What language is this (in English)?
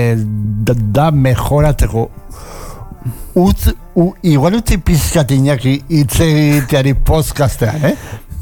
Basque